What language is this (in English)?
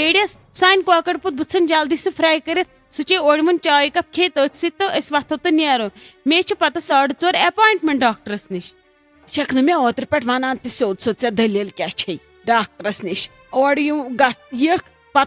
Kashmiri